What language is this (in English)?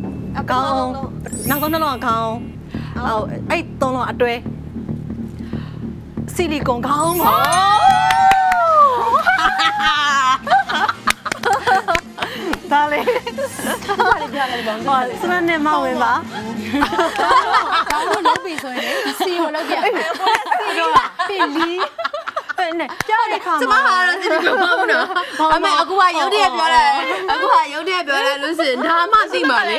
Burmese